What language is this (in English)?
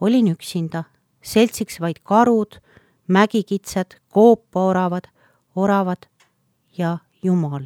Estonian